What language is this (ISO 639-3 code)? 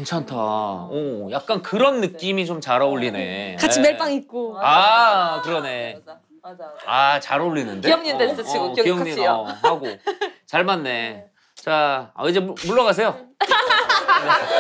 kor